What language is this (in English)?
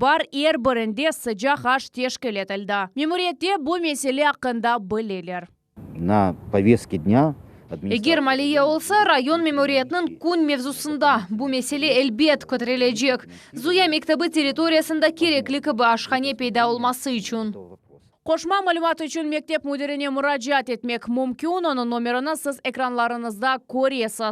Crimean Tatar